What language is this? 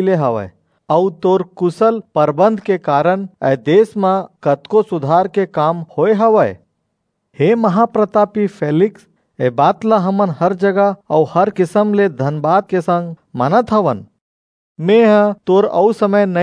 Chhattisgarhi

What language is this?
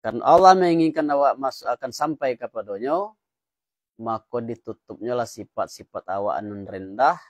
Minangkabau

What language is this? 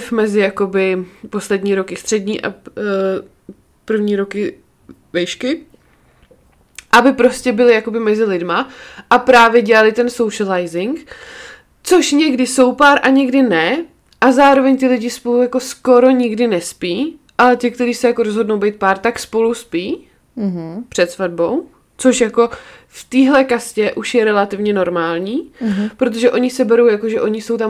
Czech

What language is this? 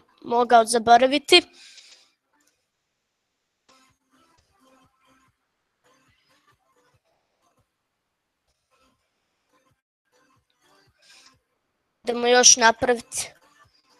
Croatian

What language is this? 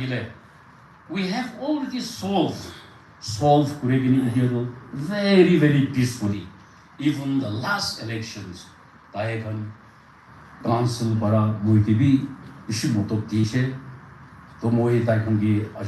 Naga Pidgin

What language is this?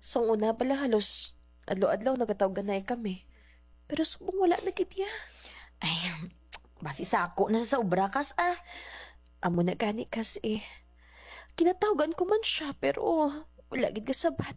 Hiligaynon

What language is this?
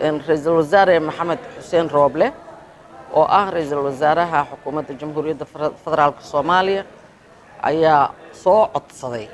Somali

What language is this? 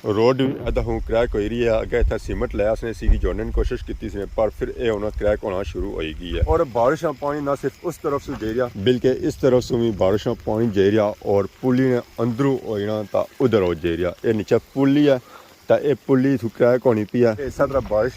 Pahari-Potwari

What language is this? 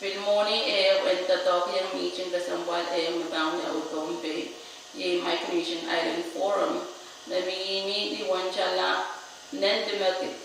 Pohnpeian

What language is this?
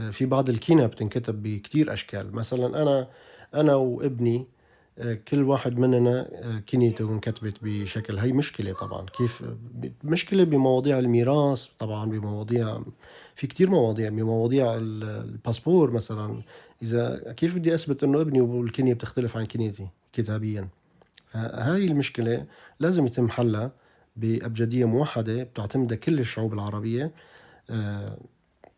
North Levantine Arabic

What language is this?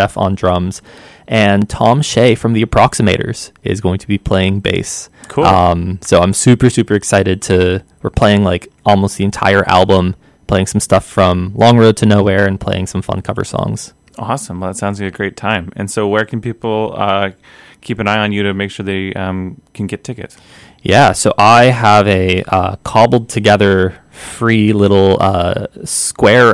English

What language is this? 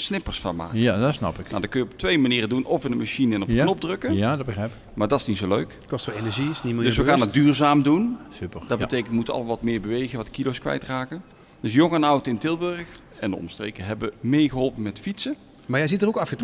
Dutch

